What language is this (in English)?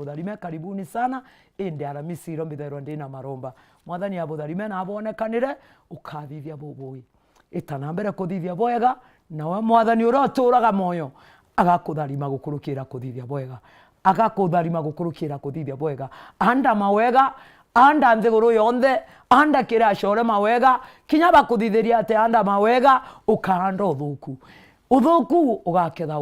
Meru